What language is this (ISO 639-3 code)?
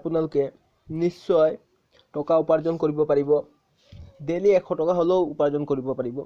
asm